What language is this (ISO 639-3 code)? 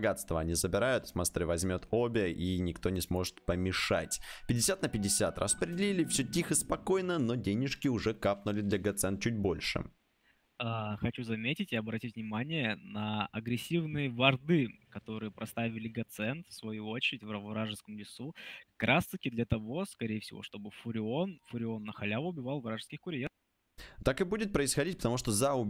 rus